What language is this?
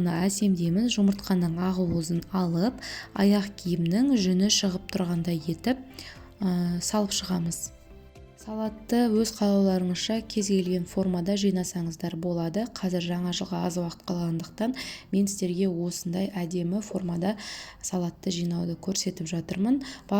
Kazakh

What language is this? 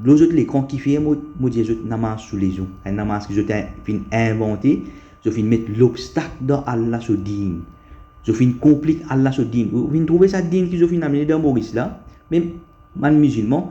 Morisyen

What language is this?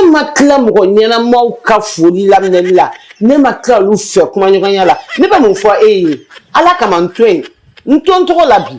Bambara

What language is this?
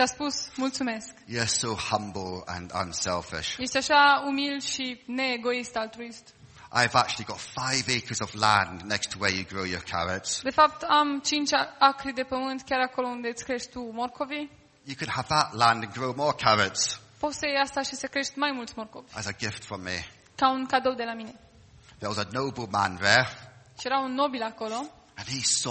Romanian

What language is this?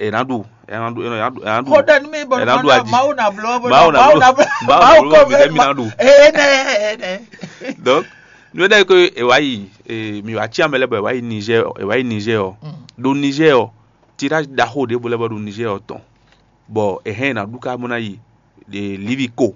Fon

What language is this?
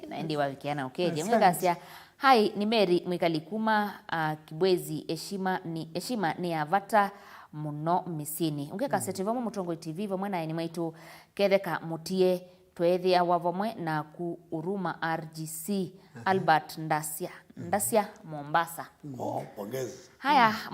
Kamba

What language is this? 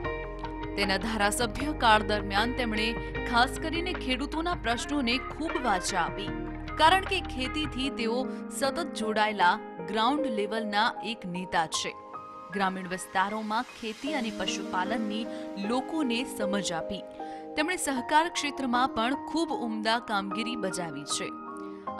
Gujarati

